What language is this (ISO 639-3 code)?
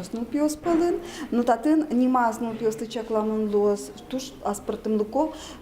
udm